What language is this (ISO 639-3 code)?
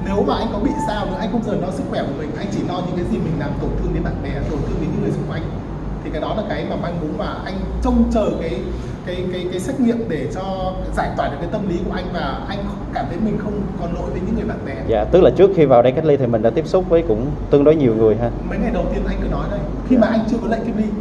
vie